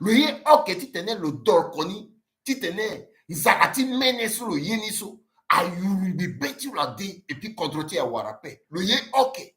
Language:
Sango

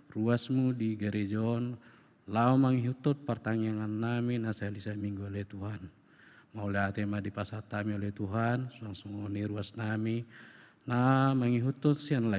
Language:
Batak Toba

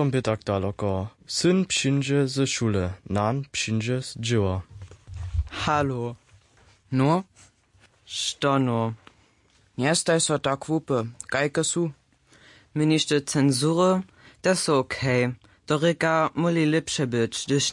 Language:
Upper Sorbian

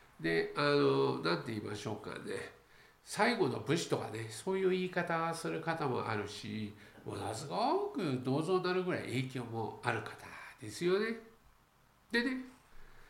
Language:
Japanese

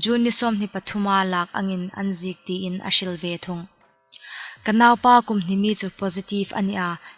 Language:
Hmar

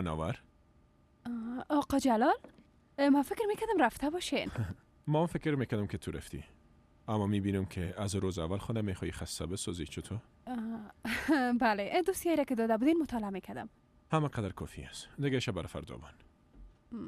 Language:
Persian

